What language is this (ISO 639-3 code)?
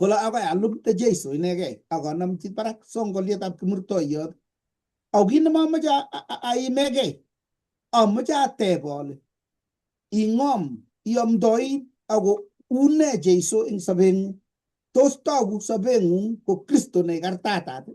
kln